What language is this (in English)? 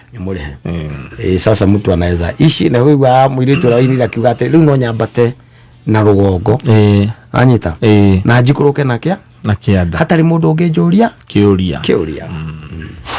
Kikuyu